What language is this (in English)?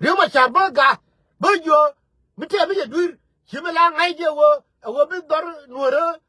Nuer